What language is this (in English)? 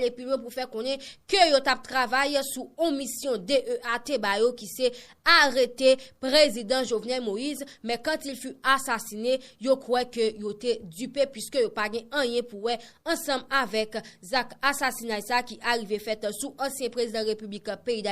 Haitian Creole